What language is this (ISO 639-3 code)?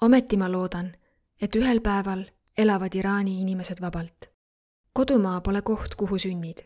est